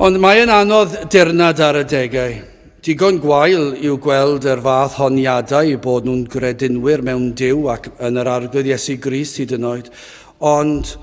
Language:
Welsh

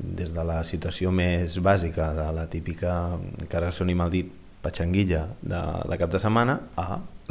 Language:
Catalan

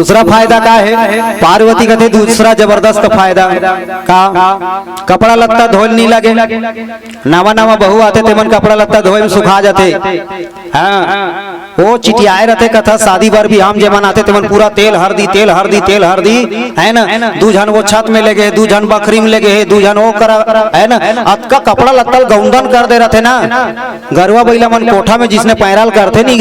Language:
Chhattisgarhi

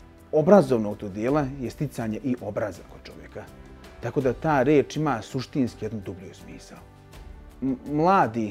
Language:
Bosnian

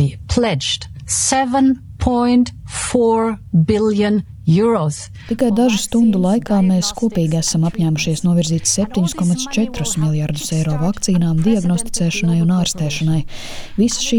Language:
Latvian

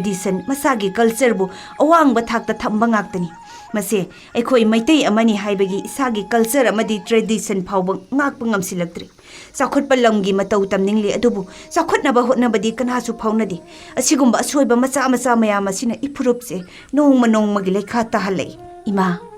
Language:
Manipuri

